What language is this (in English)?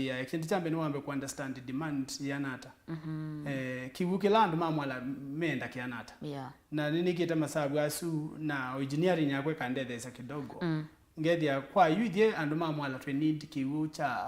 Kamba